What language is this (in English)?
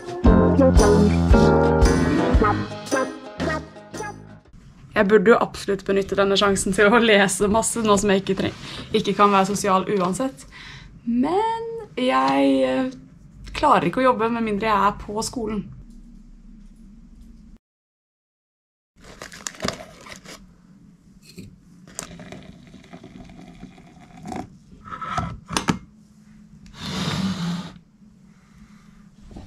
Norwegian